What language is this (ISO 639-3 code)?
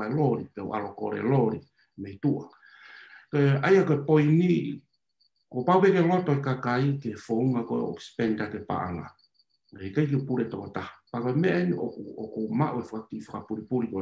ton